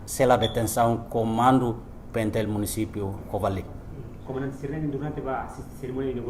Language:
Tetum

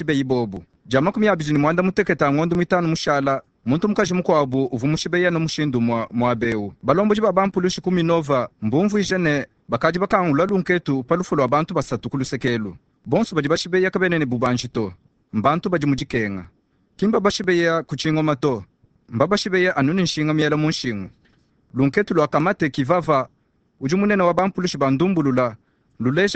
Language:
Luba-Lulua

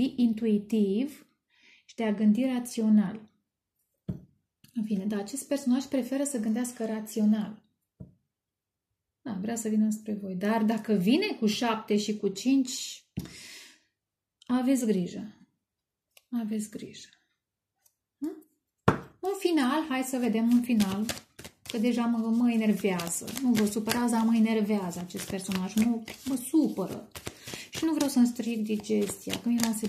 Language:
Romanian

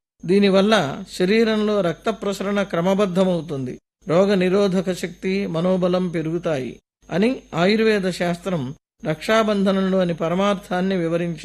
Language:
Telugu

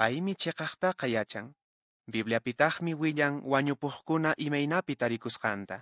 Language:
Quechua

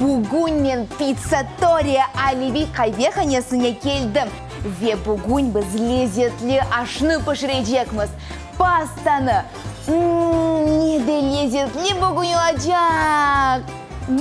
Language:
Crimean Tatar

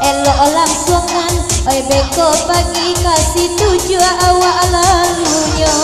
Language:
Minangkabau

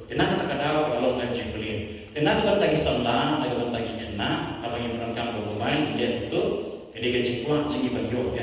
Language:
Khasi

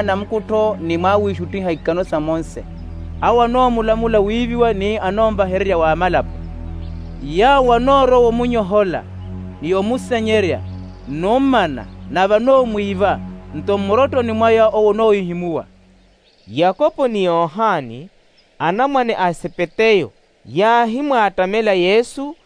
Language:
Makhuwa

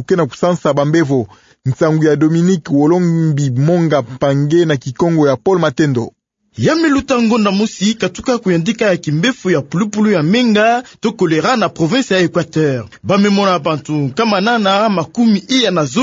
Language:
Kituba (Democratic Republic of Congo)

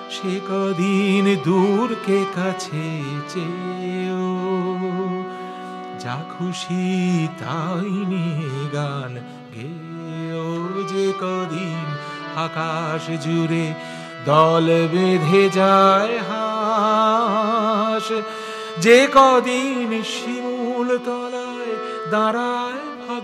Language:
Bangla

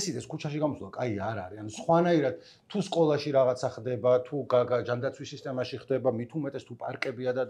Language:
Georgian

